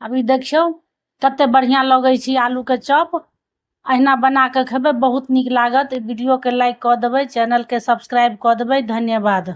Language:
Maithili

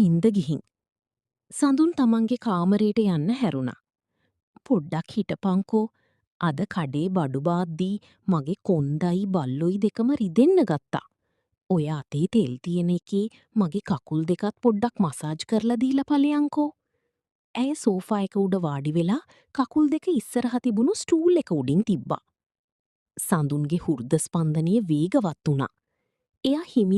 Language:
Sinhala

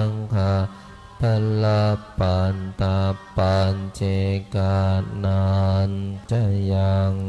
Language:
Pali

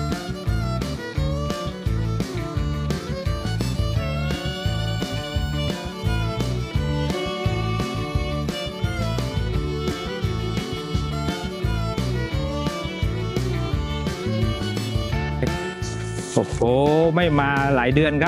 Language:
Thai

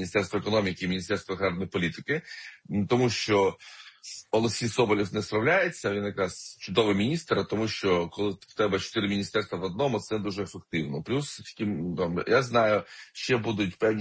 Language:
Ukrainian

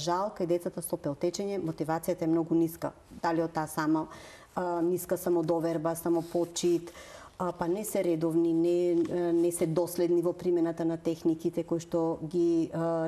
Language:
Macedonian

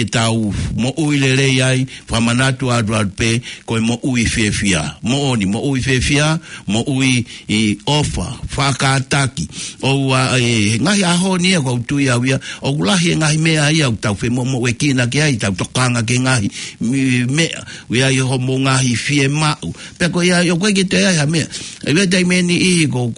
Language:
Tongan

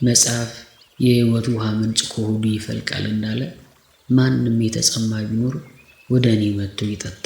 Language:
Amharic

